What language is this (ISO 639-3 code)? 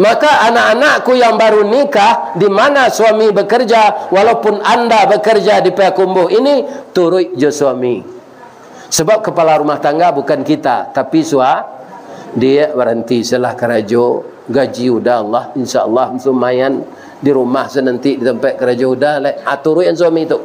min